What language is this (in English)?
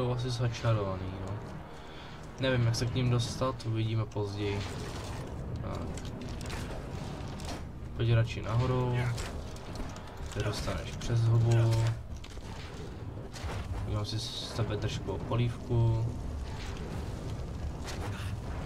Czech